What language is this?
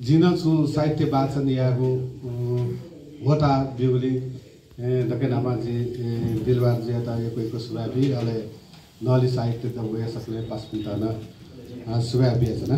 Newari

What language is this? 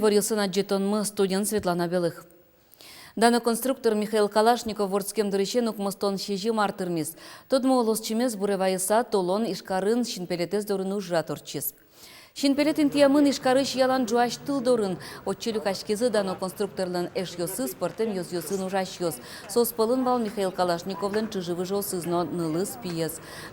Udmurt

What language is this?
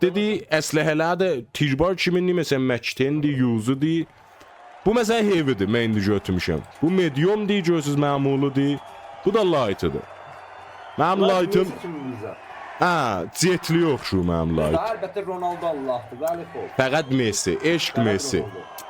South Azerbaijani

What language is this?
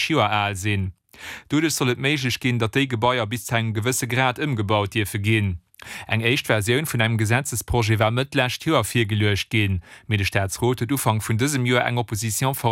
Luxembourgish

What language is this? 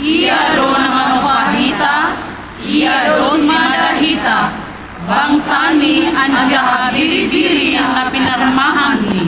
Batak Simalungun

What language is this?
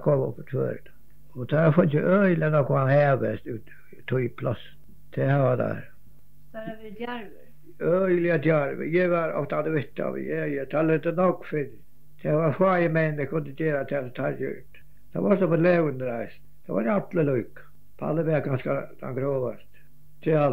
Faroese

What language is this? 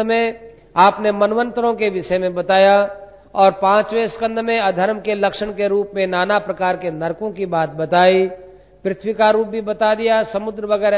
Hindi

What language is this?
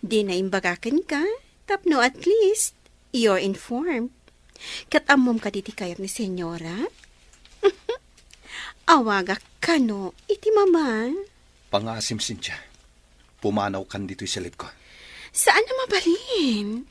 Iloko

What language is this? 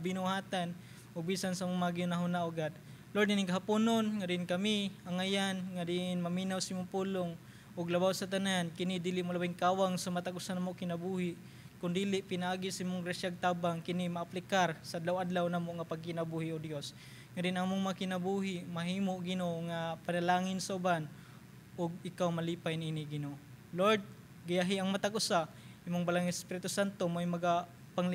Cebuano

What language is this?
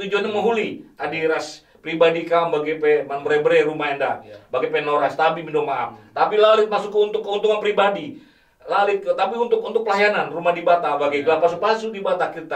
Batak Karo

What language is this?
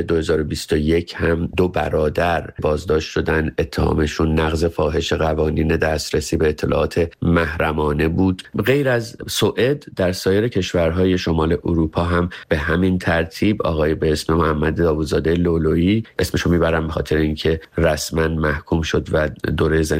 Persian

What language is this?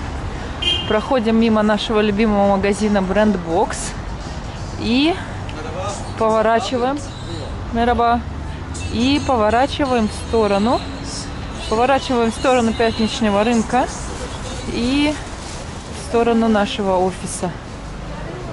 Russian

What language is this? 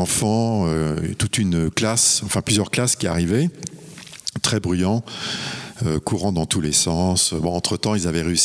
French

